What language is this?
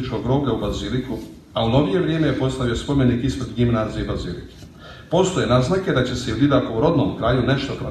Croatian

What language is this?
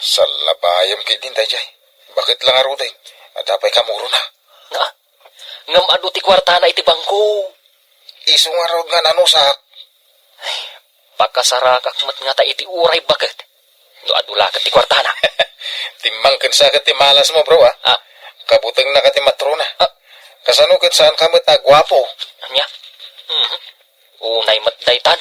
Iloko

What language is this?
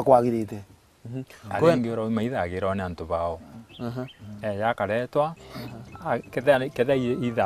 Meru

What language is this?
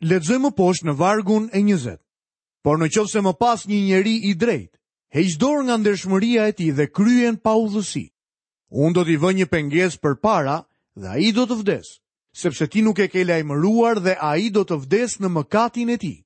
Albanian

